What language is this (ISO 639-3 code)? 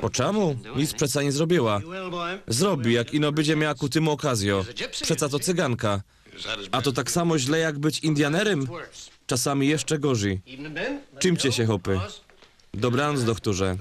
szl